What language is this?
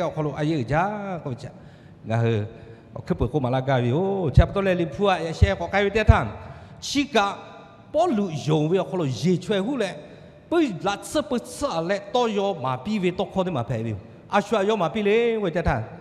Lahu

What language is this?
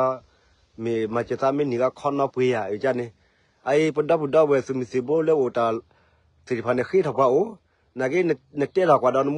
S'gaw Karen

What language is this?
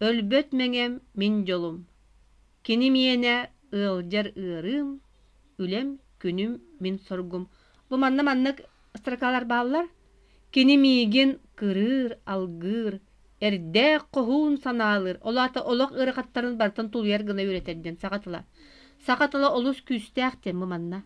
Yakut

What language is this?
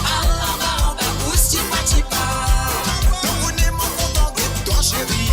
Morisyen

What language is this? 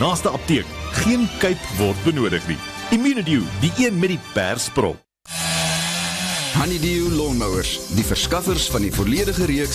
Afrikaans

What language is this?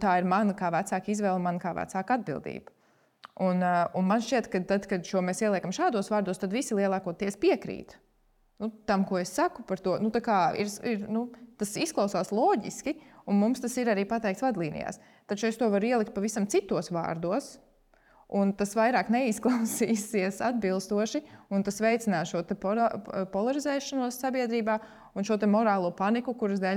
Latvian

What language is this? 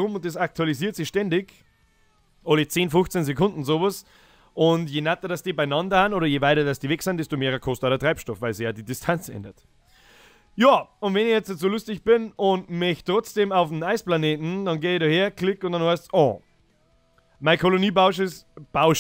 Bavarian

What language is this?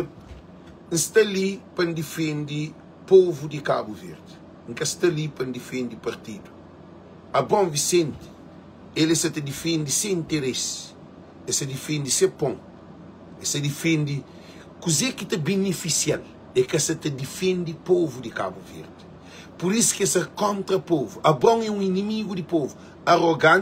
Kabuverdianu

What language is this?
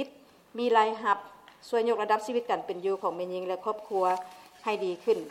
Lao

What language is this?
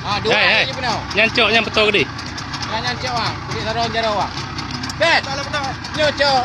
Achinese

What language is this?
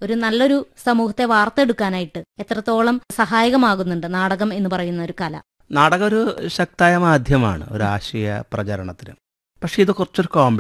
Malayalam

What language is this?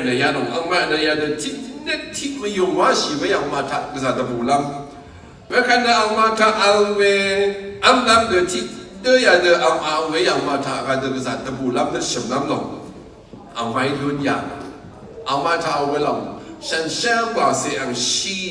Rawang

